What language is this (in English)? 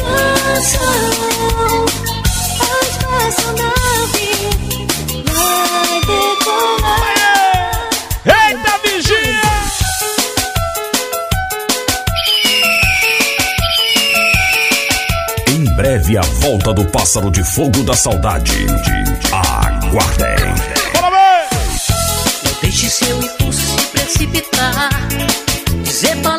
Portuguese